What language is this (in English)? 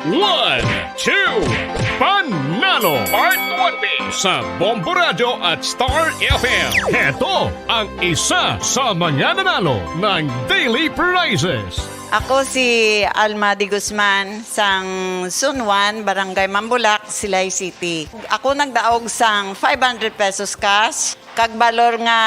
Hiligaynon